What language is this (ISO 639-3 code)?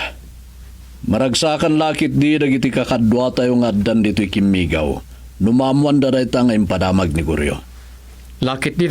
ilo